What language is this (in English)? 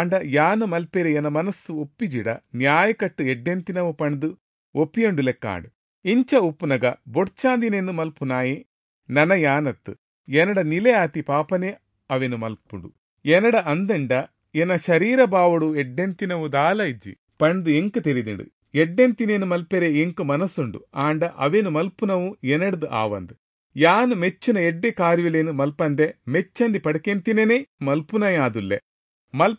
Tulu